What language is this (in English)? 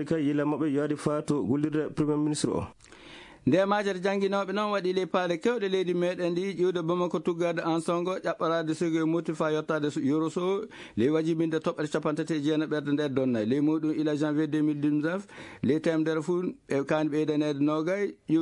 Fula